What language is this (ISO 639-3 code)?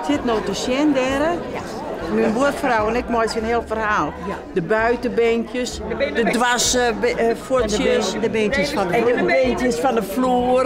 fry